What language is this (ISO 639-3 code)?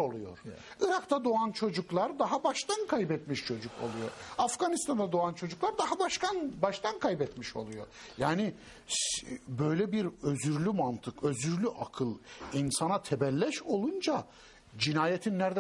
tur